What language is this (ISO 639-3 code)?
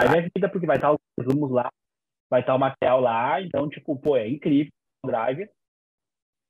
por